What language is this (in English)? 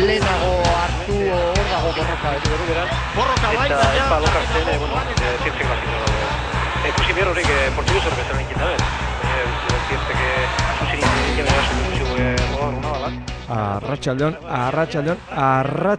Basque